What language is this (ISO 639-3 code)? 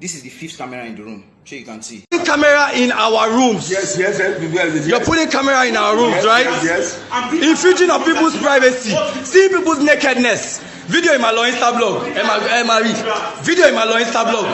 pcm